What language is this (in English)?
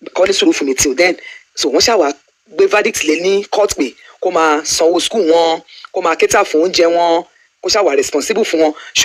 Yoruba